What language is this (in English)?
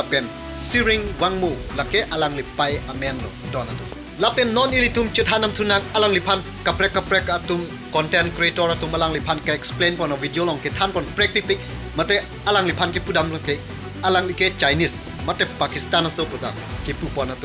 Karbi